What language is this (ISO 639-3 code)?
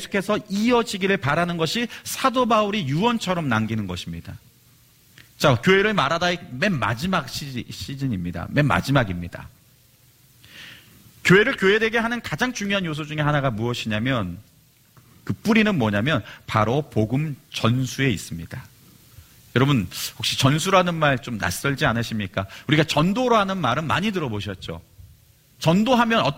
kor